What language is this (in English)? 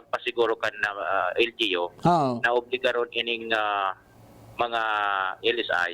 Bikol